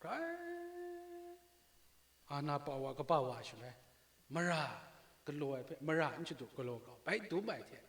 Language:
Kachin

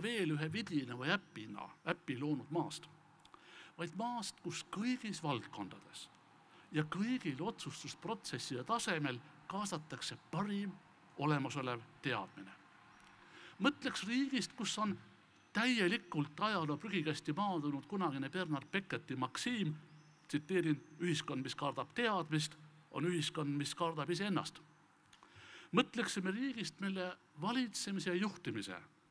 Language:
Estonian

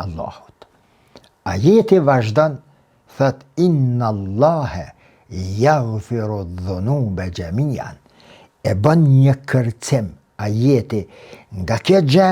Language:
Albanian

